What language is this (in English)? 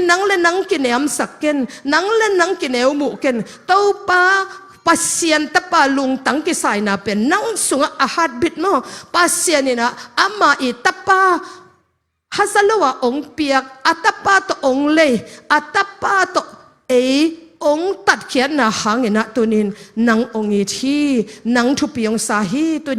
Tedim Chin